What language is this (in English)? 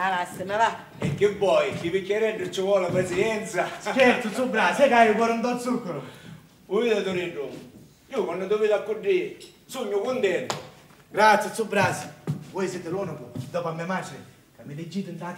Sicilian